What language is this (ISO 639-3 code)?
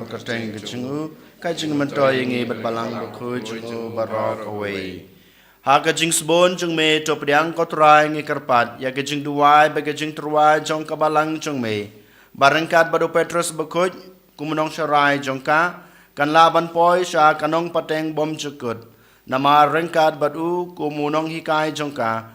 kha